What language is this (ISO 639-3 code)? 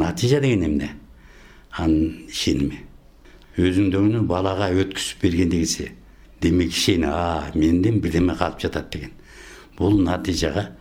kir